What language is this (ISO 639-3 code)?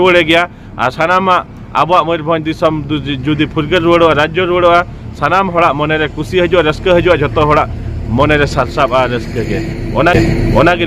sat